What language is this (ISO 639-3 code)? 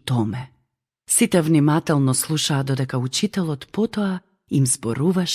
mkd